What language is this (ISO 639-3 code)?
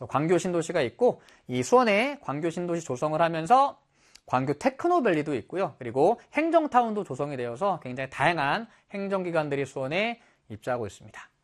kor